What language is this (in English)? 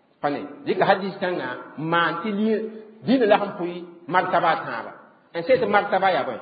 Mossi